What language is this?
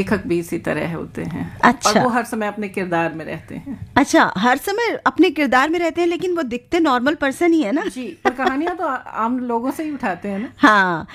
Hindi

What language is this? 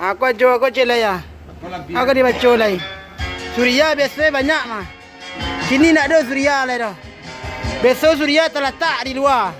Minangkabau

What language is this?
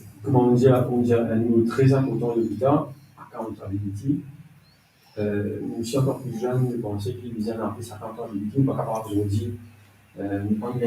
Morisyen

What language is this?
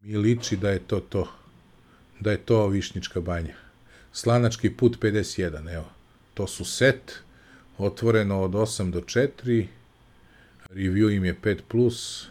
Serbian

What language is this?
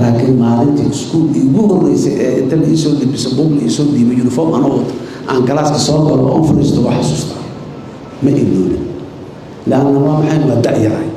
Somali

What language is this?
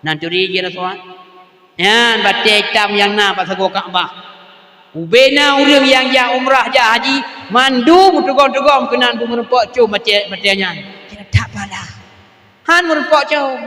Achinese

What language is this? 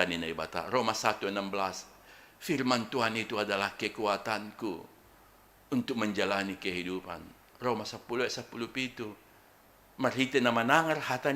Batak Simalungun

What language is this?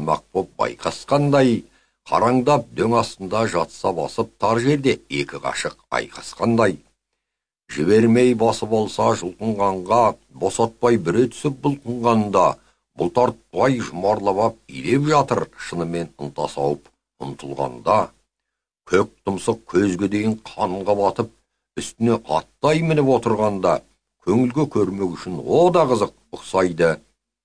Kazakh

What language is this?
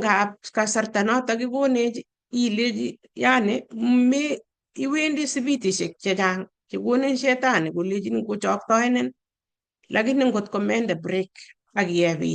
Kalenjin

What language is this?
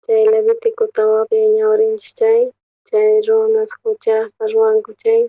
South Bolivian Quechua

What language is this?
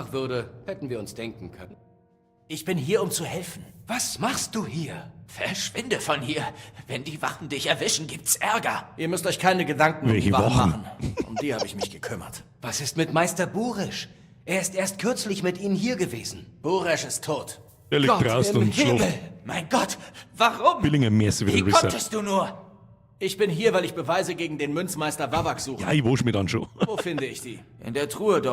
Bavarian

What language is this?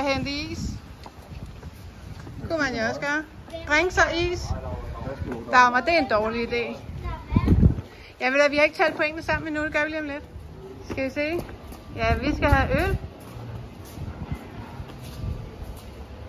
Danish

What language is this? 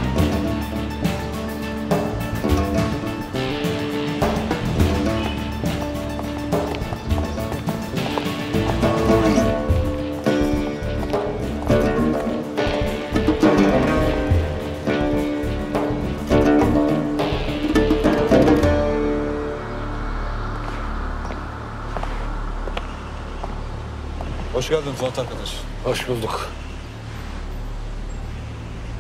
Turkish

